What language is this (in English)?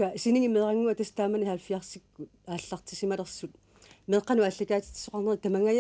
Kalaallisut